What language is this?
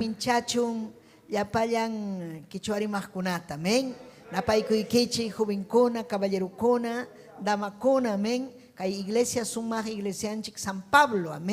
Ayacucho Quechua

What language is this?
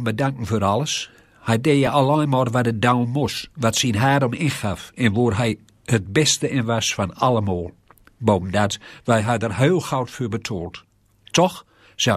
Gronings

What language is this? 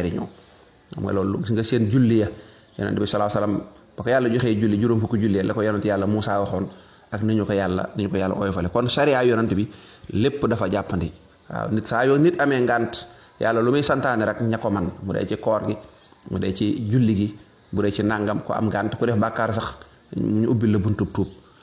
Wolof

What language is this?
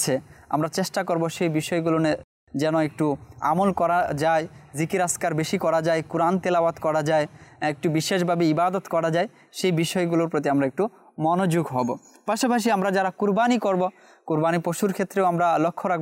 Bangla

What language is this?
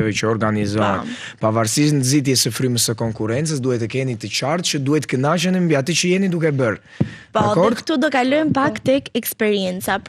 Albanian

